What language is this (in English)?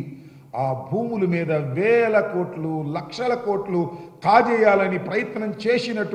Telugu